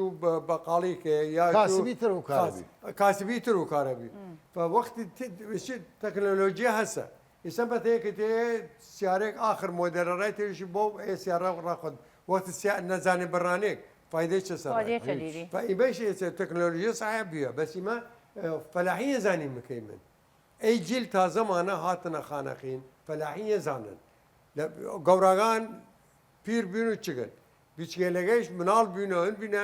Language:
Southern Kurdish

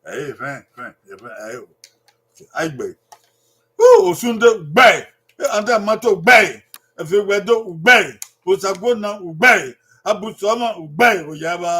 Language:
Bini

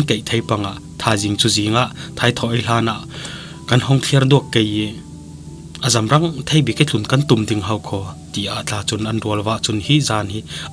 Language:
Falam Chin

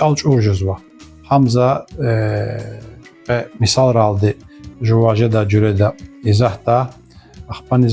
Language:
Lezghian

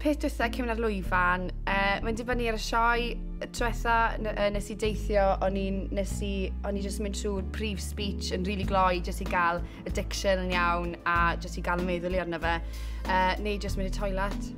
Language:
Welsh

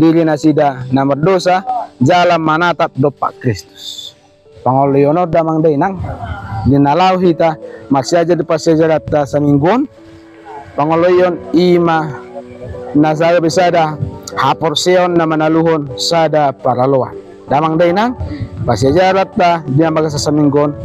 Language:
Batak Toba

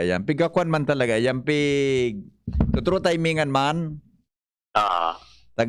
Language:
Bikol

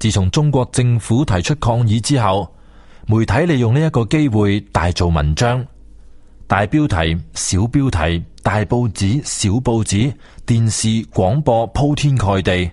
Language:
Cantonese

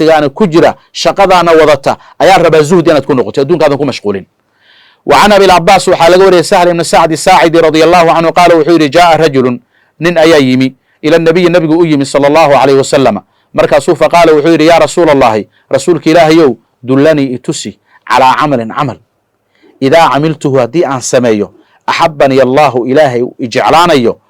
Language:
Somali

